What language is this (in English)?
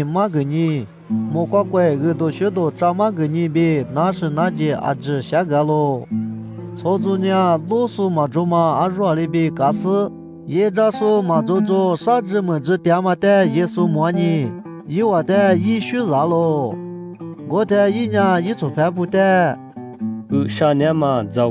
Lisu